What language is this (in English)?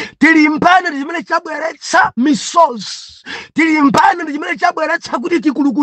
Nyanja